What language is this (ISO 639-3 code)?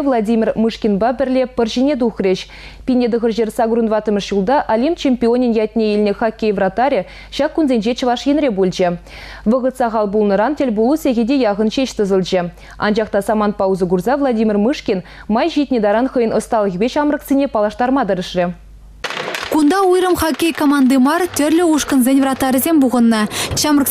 chv